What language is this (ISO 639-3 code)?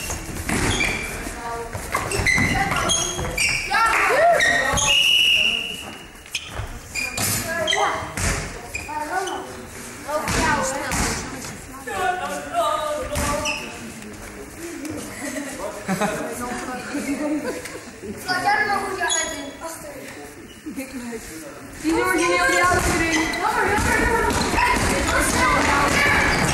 nld